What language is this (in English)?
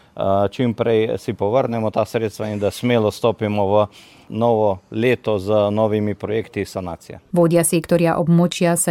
Slovenian